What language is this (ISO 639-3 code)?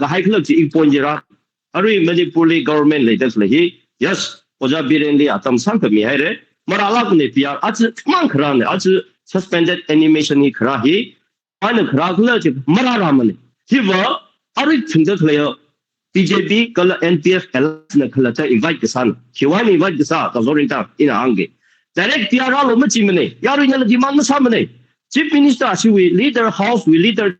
nmf